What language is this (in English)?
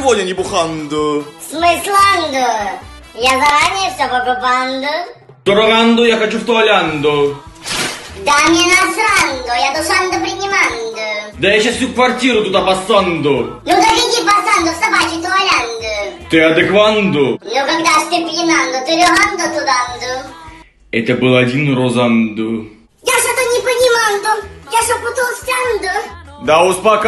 Russian